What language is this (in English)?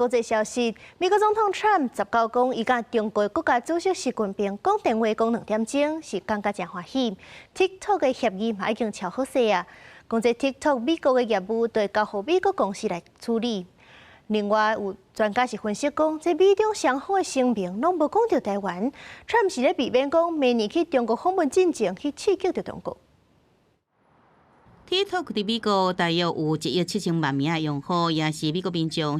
Min Nan Chinese